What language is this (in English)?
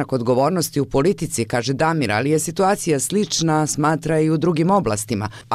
Bosnian